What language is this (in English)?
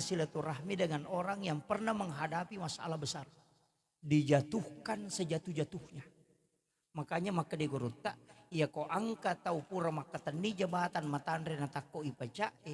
Buginese